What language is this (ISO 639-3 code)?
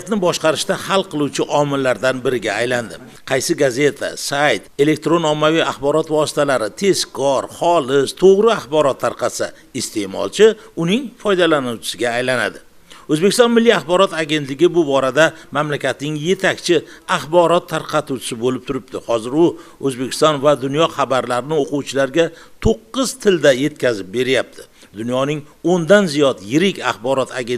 uzb